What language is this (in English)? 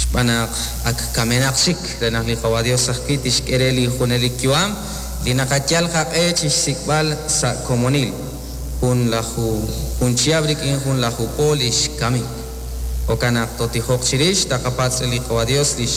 Kekchí